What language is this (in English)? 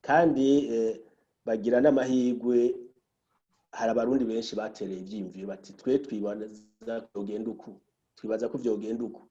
Rundi